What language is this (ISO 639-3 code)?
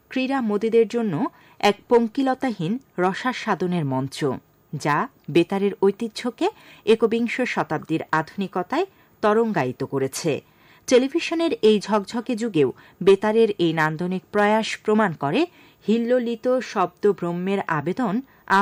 ben